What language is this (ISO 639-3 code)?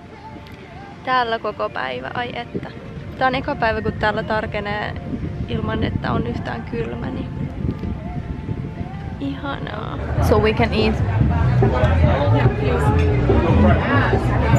fin